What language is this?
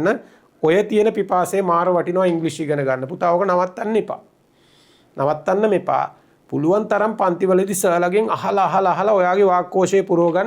Sinhala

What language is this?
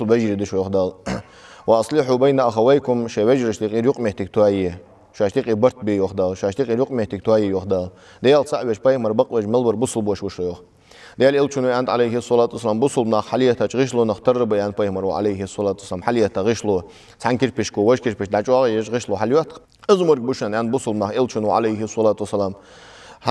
Ingush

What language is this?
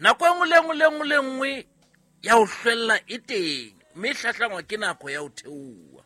Southern Sotho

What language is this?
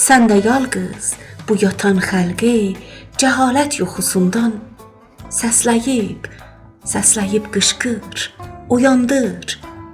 South Azerbaijani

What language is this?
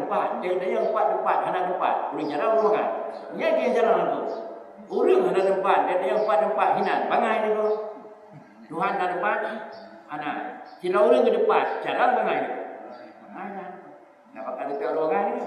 Achinese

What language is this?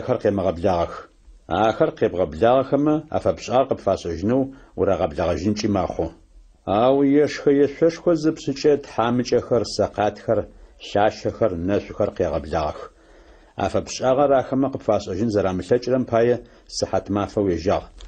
Adyghe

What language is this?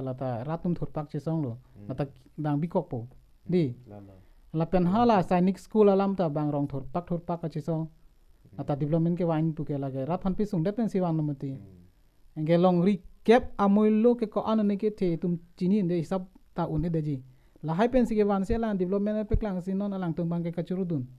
Karbi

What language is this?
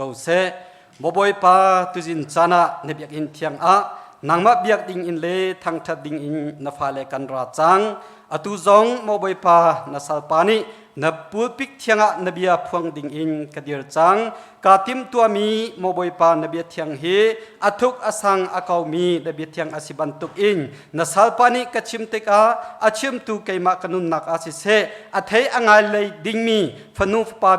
Hakha Chin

